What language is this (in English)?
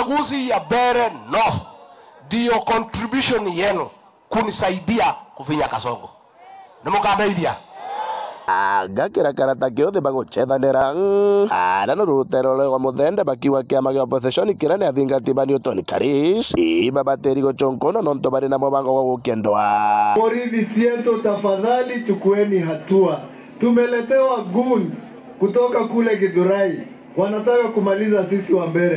Meru